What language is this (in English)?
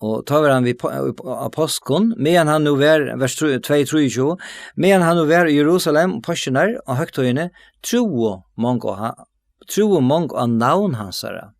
Faroese